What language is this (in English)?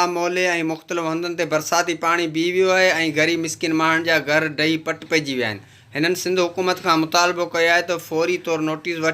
Sindhi